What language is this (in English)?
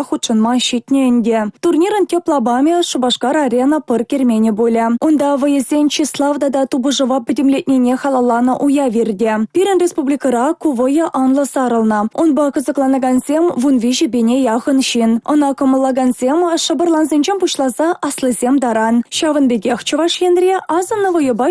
Chuvash